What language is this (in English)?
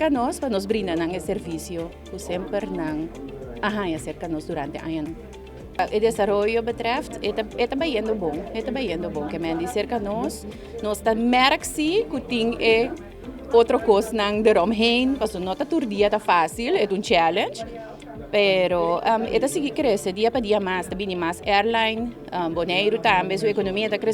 Papiamento